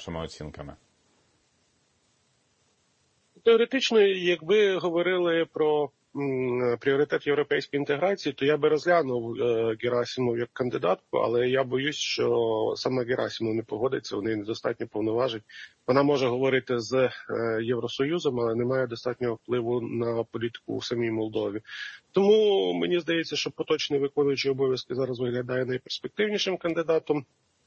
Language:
Ukrainian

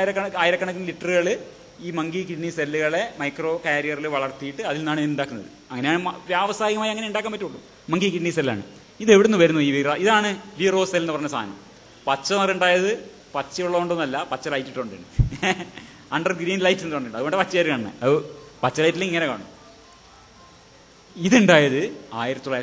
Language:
Malayalam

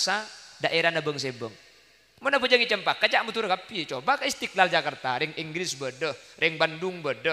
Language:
Madurese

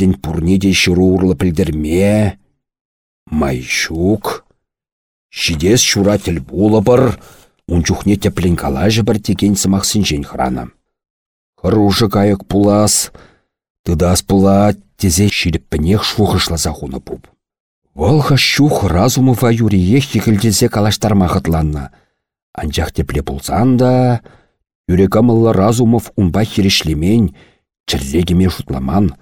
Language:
Chuvash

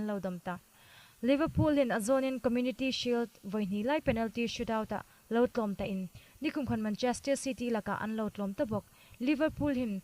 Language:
Hmar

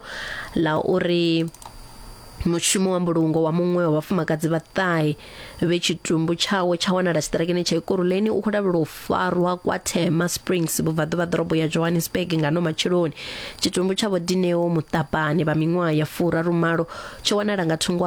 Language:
Venda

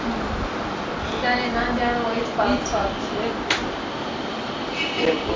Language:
Gujarati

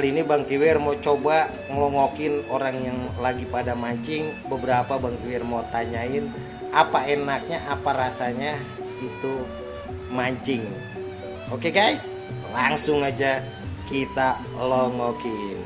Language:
Betawi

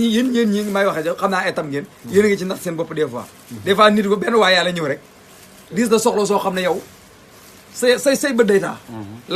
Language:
Wolof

